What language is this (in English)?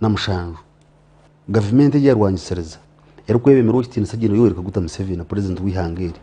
Nyankole